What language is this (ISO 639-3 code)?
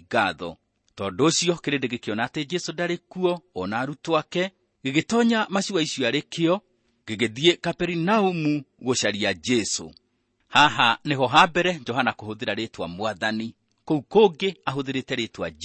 kik